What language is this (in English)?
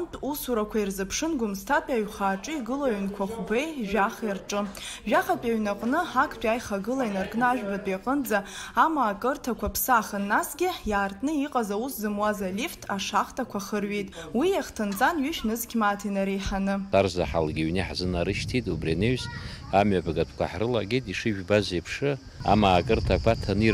Abkhazian